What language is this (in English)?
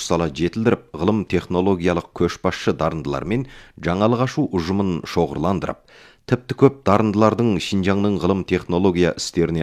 Kazakh